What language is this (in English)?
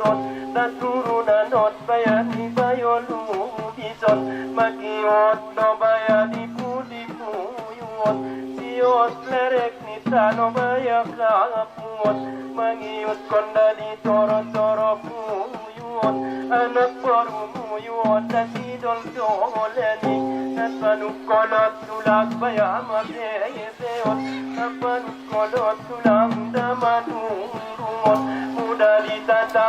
Batak Angkola